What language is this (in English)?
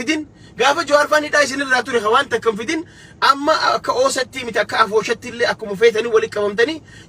Oromo